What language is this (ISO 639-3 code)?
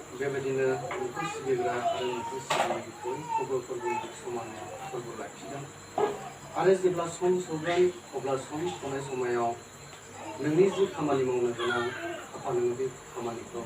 brx